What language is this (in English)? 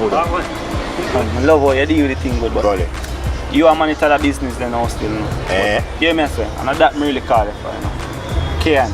Jamaican Creole English